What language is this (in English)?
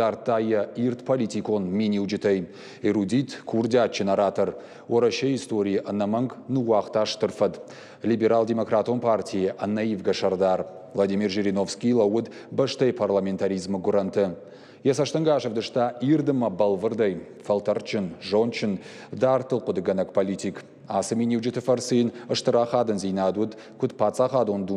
Ossetic